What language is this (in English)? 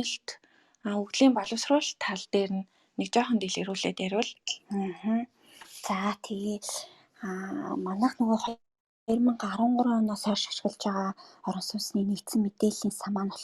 Mongolian